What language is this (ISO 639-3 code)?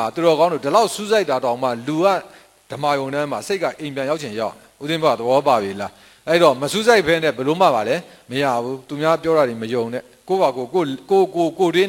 mya